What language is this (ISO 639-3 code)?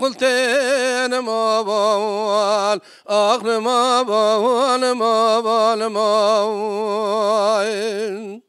kur